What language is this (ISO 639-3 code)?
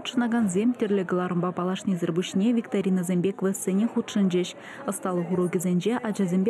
chv